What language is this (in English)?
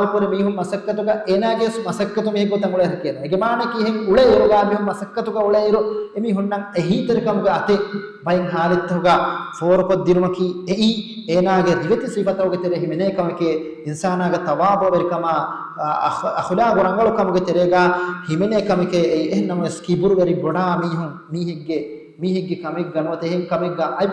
Divehi